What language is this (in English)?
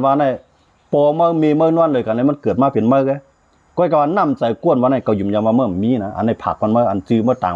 Shan